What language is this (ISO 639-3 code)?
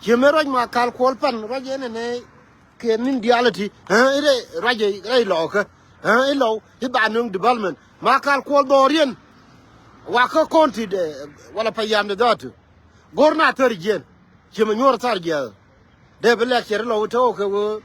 nus